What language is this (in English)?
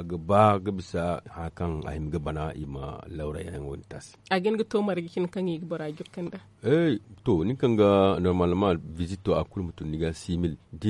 Zarma